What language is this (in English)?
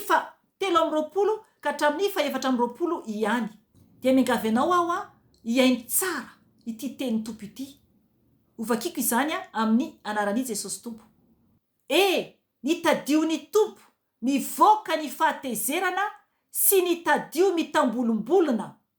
Malagasy